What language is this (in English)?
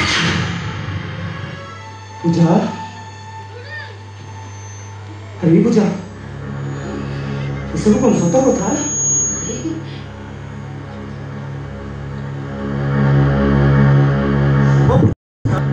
Odia